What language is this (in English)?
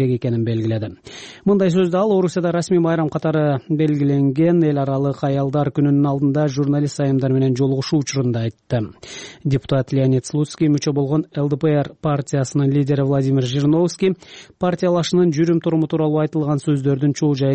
Kyrgyz